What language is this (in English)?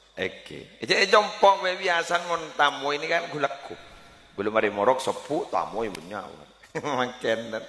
Madurese